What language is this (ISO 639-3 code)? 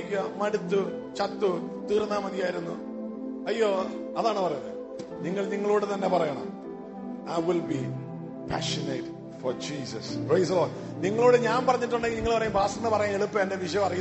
mal